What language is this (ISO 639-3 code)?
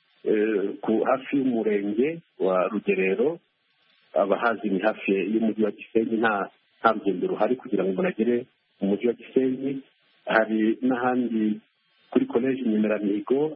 kin